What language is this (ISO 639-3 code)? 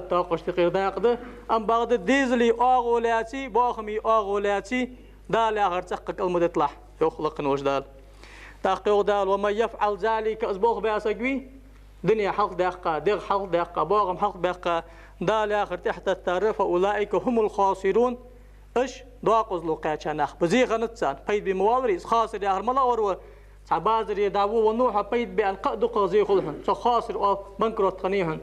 inh